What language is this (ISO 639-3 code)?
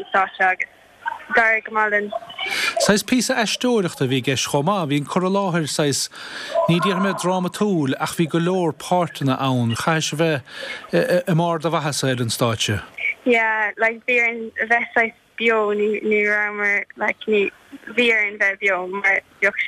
gle